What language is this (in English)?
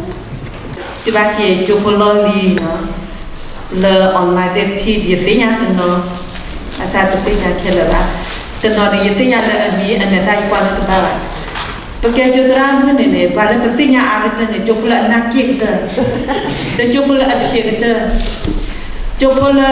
S'gaw Karen